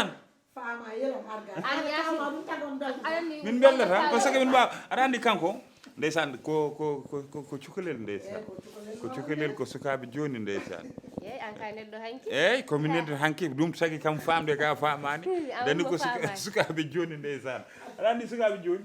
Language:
Fula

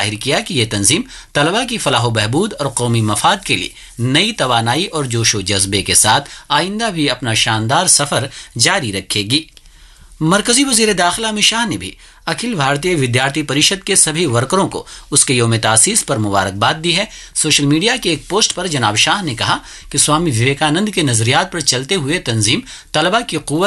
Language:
Urdu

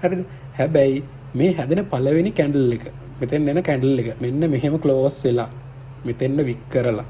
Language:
Sinhala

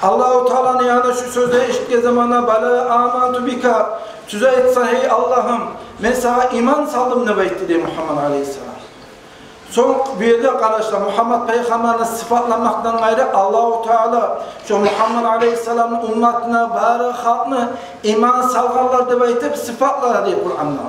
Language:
Kumyk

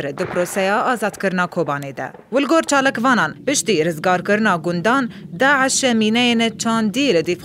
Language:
Kurdish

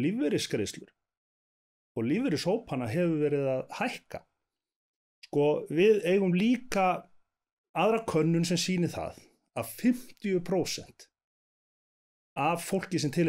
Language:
Icelandic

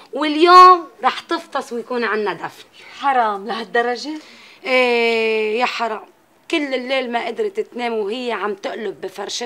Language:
North Levantine Arabic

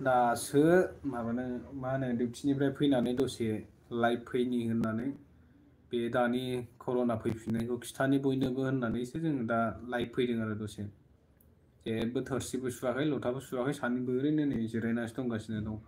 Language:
Bodo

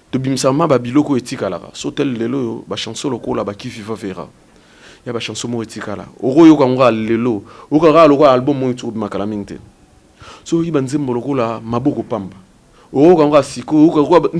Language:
Lingala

